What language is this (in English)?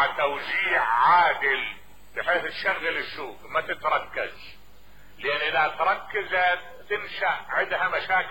Mesopotamian Arabic